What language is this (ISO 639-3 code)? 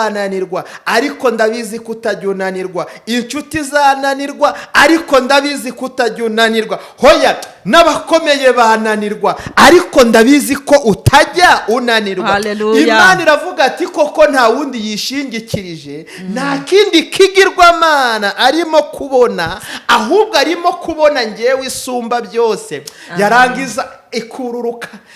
kin